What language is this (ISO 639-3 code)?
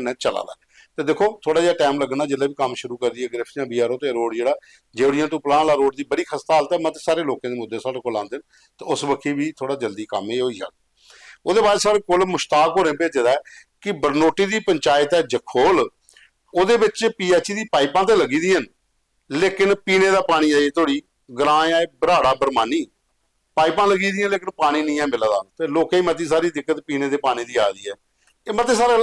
doi